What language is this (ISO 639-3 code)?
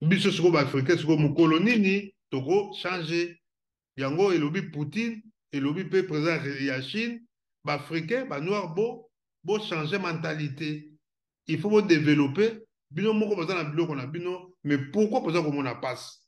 lin